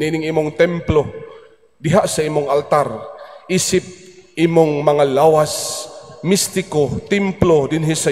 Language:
Cebuano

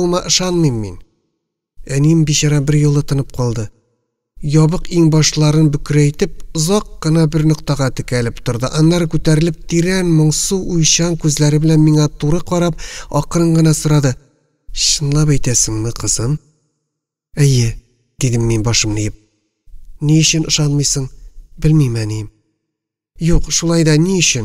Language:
Tatar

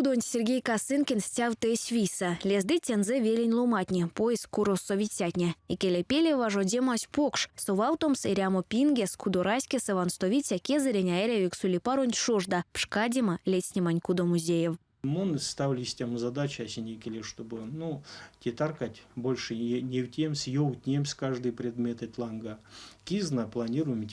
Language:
Erzya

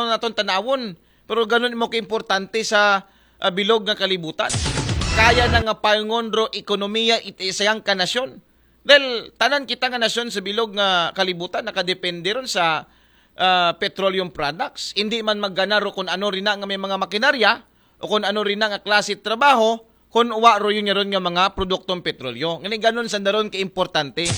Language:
Aklanon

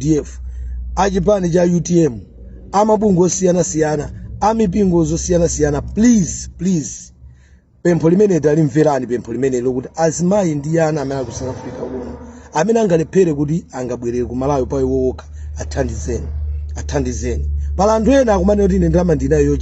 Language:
Nyanja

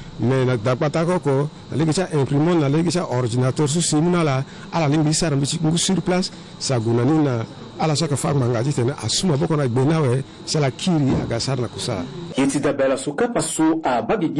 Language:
Sango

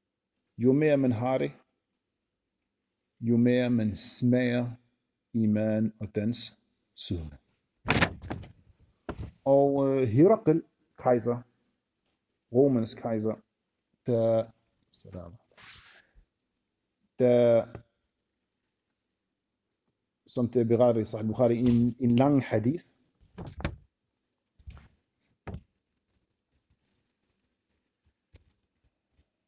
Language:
Danish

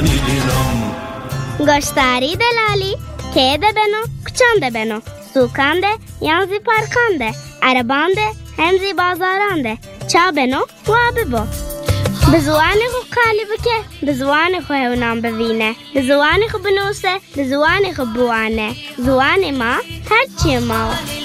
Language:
Zaza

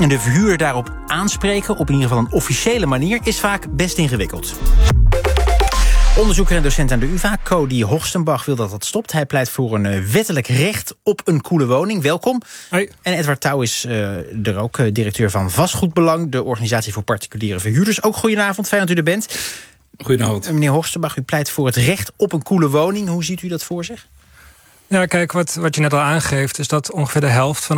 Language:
Dutch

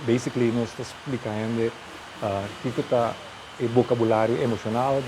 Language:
Papiamento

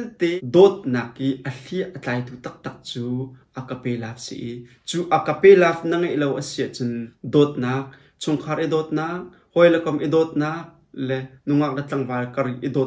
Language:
Hakha Chin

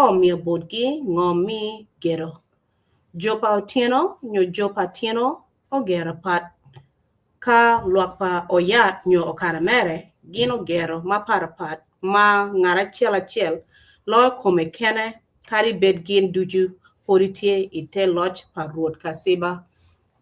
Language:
Acoli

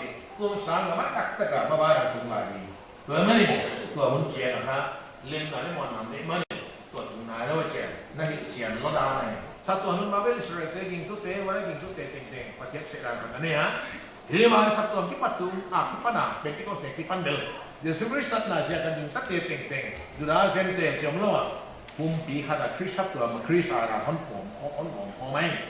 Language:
Paite Chin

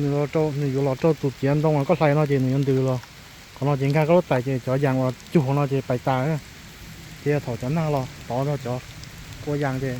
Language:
Hmong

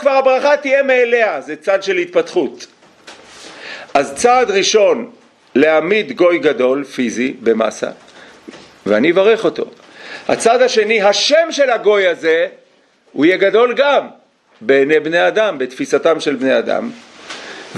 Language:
Hebrew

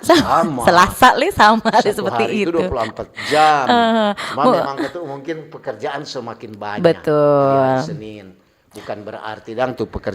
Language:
Manado Malay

